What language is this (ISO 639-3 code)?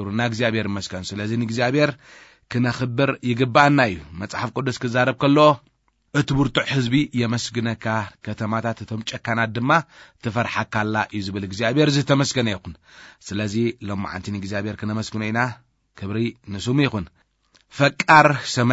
tir